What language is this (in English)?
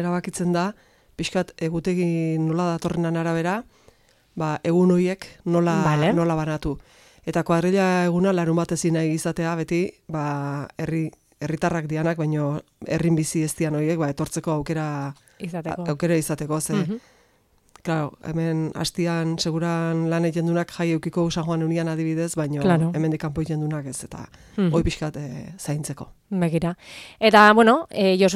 Basque